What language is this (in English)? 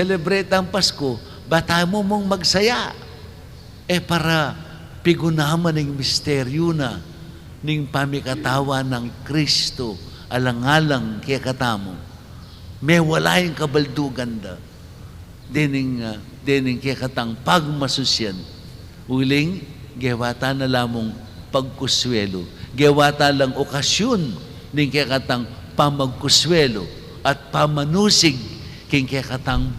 Pampanga